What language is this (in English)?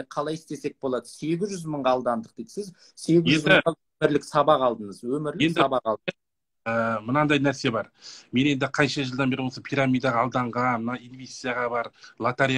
Kazakh